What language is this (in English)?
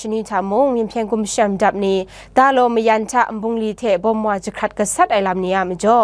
Kachin